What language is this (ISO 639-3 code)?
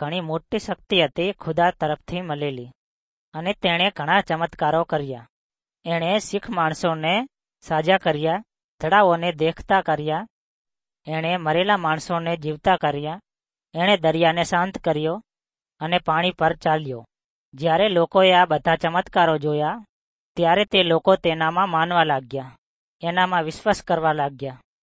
guj